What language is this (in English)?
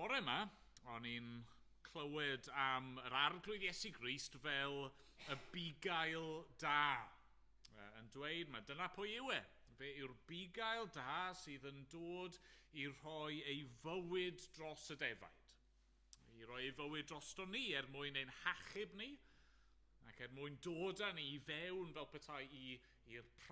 Welsh